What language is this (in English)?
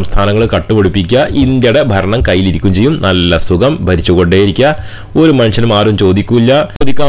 Malayalam